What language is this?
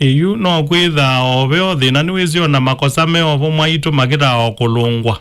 Kamba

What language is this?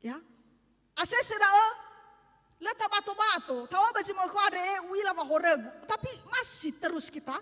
Nias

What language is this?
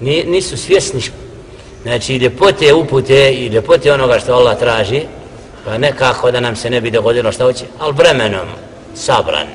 Bosnian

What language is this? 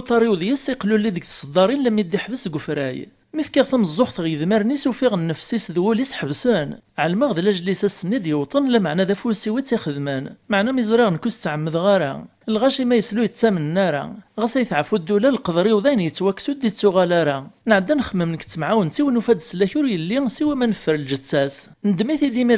Kabyle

